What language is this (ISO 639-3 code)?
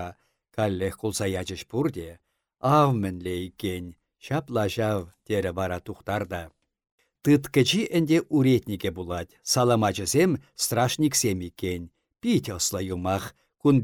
chv